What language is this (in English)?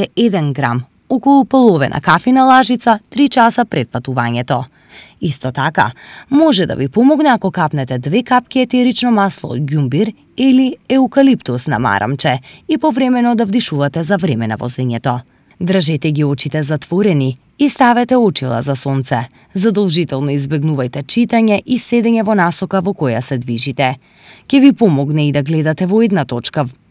Macedonian